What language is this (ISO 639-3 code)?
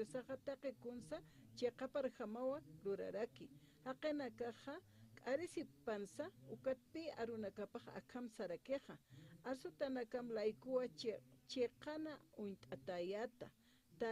aym